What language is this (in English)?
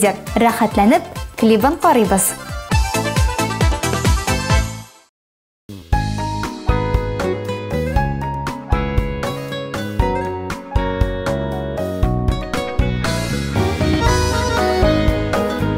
Tatar